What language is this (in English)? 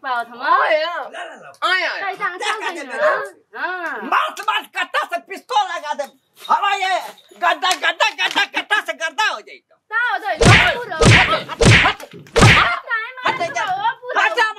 Bhojpuri